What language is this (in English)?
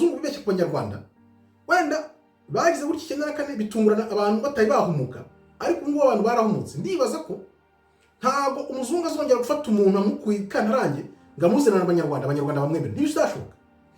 Kinyarwanda